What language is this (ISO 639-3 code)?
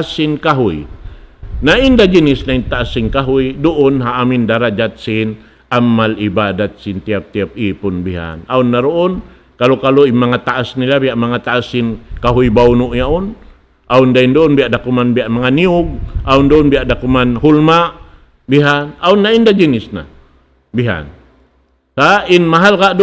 tsg